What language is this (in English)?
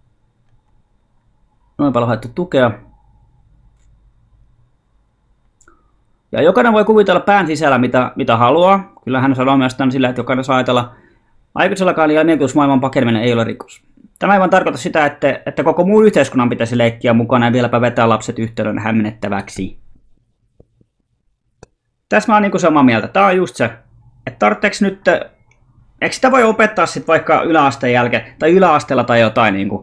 Finnish